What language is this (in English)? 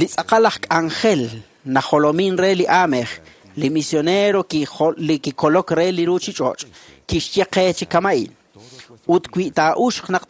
Kekchí